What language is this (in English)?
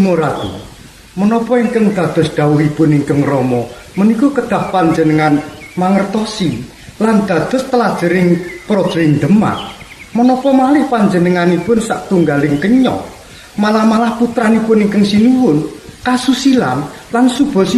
Javanese